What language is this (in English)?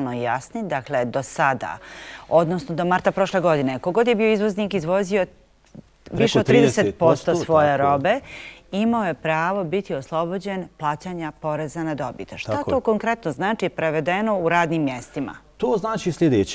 Bosnian